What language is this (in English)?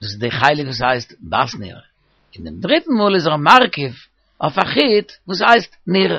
Yiddish